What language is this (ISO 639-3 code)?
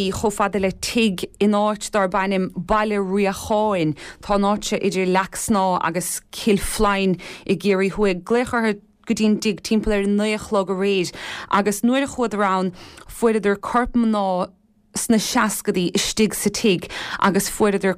gle